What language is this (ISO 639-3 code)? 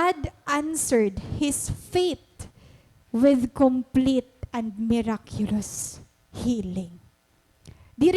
war